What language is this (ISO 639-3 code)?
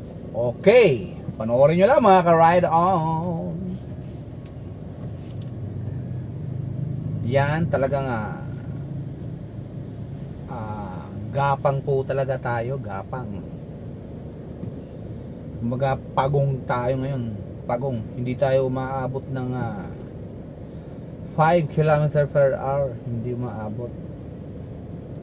fil